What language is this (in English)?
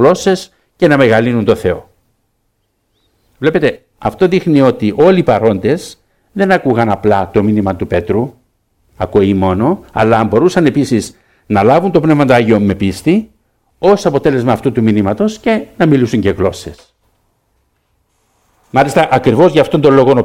Greek